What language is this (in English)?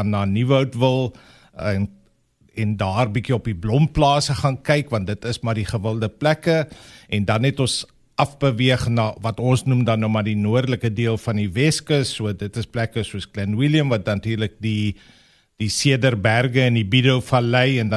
Afrikaans